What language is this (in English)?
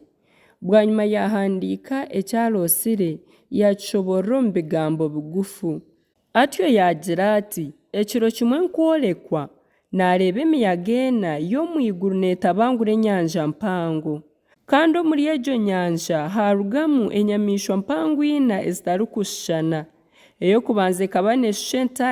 Nyankole